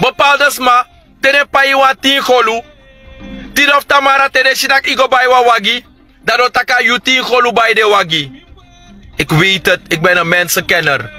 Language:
Sranan Tongo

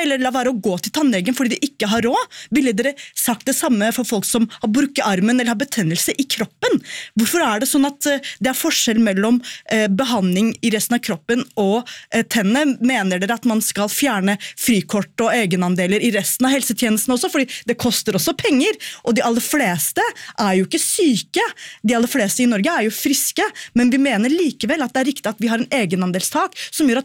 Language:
Norwegian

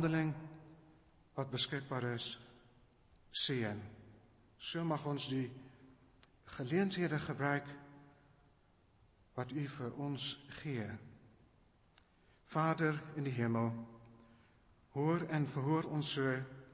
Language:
Afrikaans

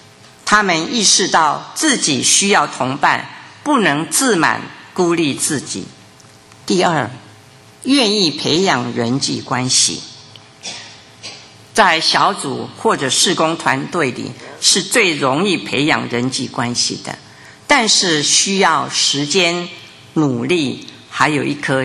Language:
Chinese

